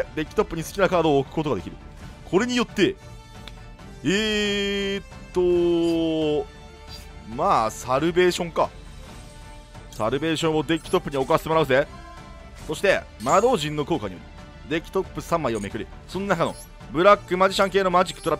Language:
Japanese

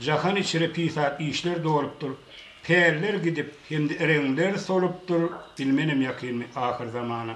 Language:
Turkmen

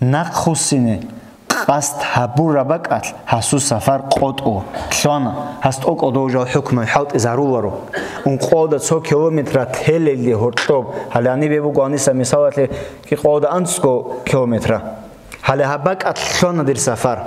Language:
Avaric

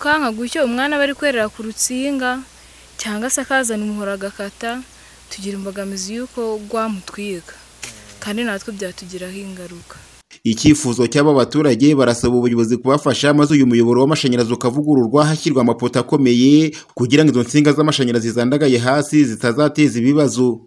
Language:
Kinyarwanda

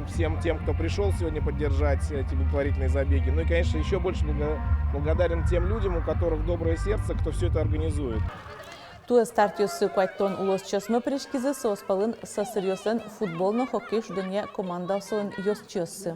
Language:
Udmurt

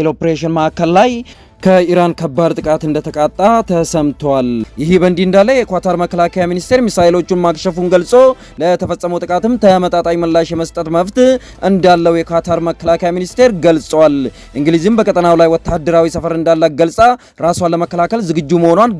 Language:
Amharic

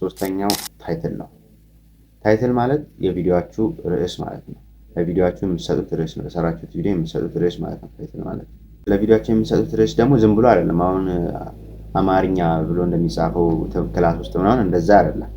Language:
Amharic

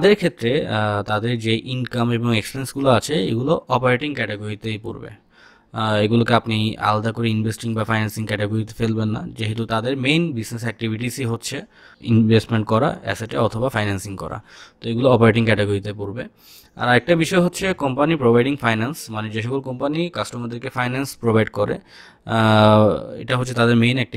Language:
Bangla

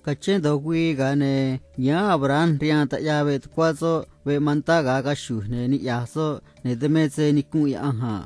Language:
Copala Triqui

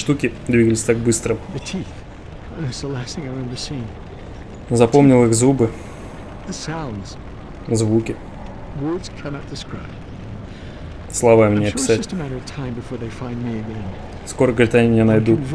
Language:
Russian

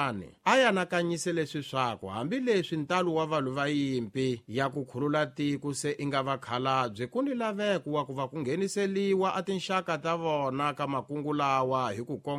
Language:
Tsonga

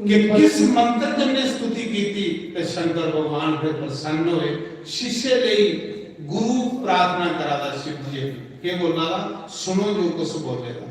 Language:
Dogri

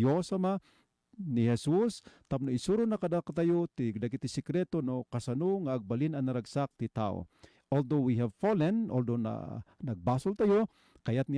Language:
Iloko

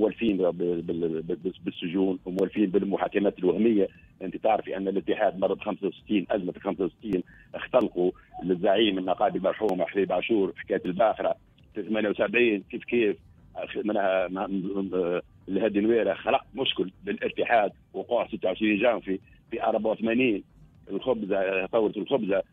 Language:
Tunisian Arabic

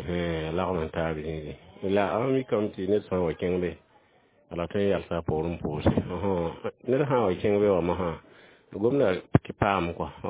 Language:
Mossi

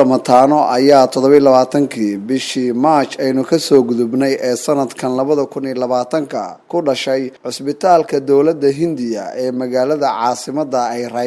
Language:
Somali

